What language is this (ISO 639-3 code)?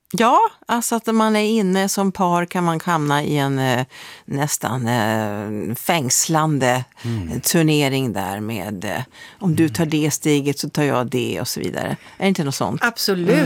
swe